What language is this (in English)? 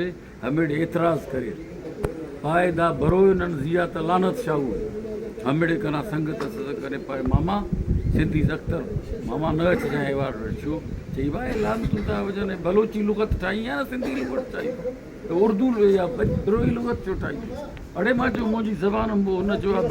Brahui